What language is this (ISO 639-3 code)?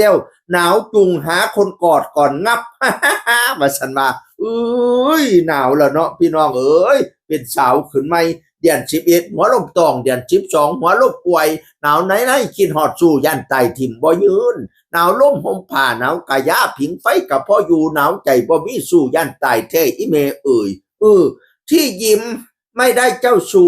tts